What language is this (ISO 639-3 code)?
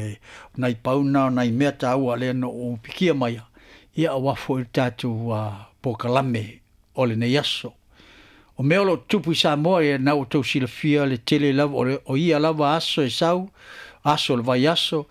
smo